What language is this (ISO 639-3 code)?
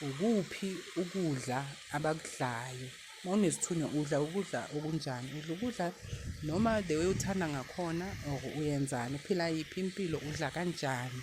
zul